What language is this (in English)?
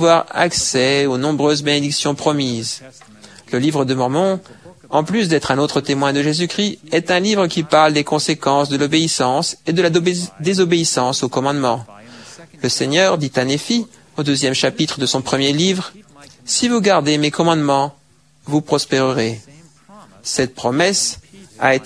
French